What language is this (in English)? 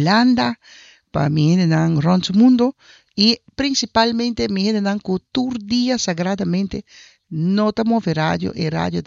Papiamento